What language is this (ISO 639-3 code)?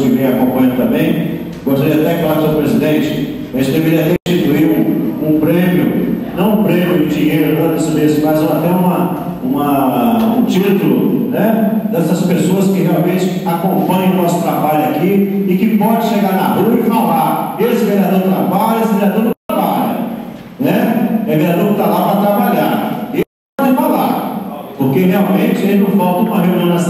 por